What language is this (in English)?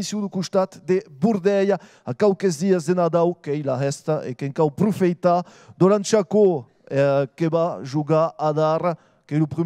Occitan